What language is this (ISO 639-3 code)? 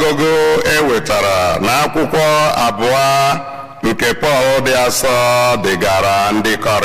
ibo